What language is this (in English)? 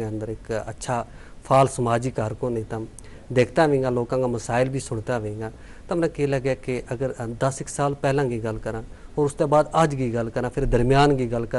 Gujari